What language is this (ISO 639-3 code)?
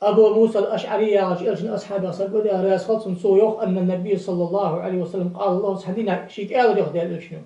inh